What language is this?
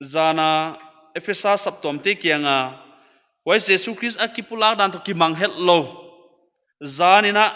Paite Chin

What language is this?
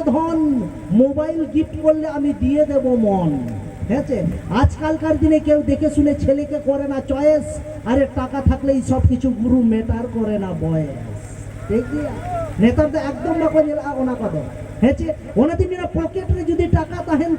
Santali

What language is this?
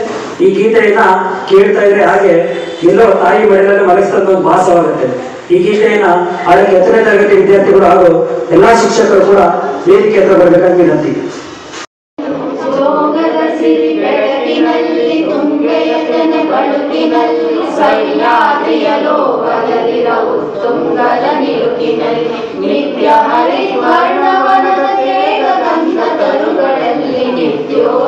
Kannada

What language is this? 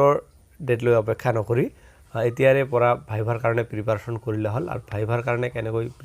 Assamese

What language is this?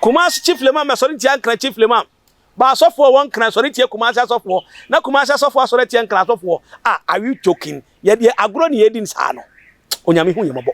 Akan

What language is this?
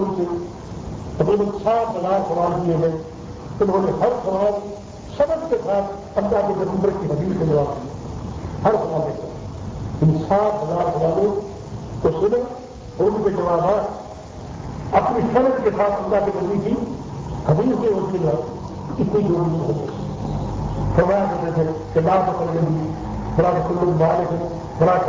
Urdu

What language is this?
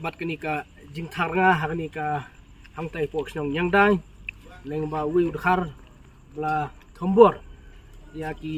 Khasi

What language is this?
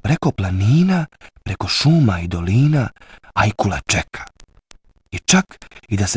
Bosnian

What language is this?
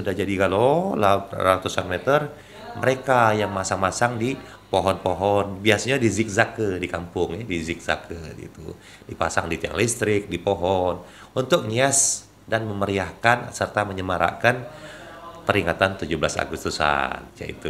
Musi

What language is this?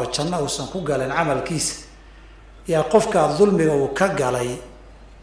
Somali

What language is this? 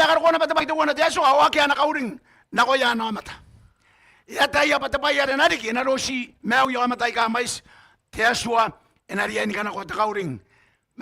Gilbertese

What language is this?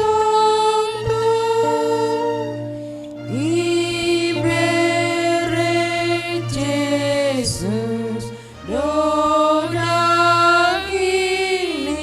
Batak Simalungun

